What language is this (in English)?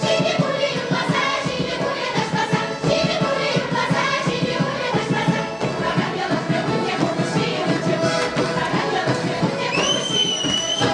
Chuvash